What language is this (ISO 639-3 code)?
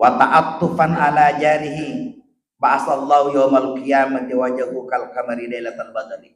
bug